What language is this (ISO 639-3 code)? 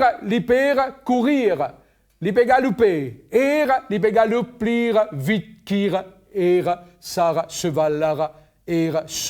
mfe